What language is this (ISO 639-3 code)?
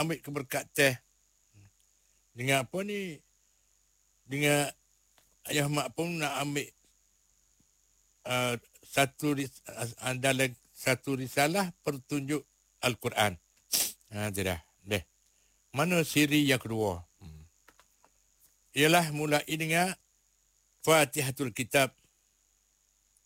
msa